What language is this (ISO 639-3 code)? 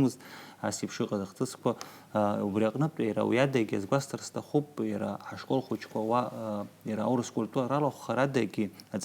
abk